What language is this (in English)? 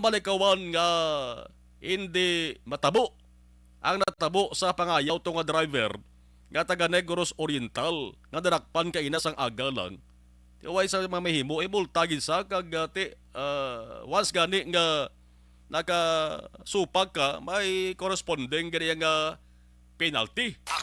Hiligaynon